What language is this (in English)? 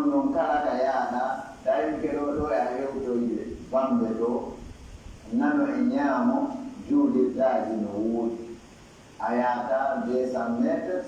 Pular